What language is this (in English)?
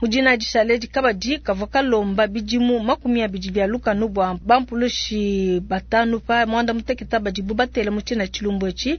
Luba-Lulua